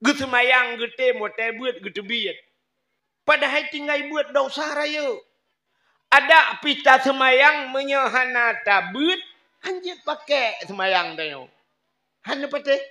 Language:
Achinese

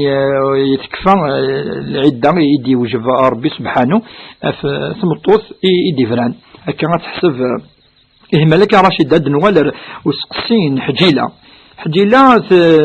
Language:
Kabyle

